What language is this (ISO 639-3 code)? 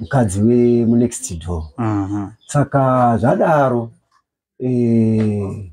sna